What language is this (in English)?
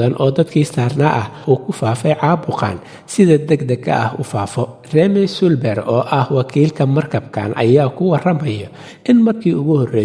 Somali